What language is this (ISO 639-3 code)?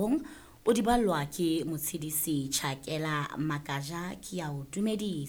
sot